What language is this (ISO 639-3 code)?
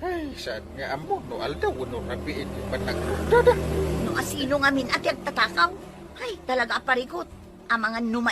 ilo